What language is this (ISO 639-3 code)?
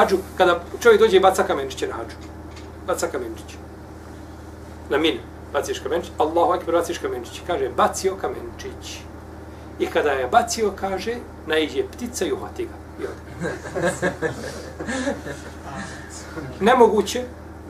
bos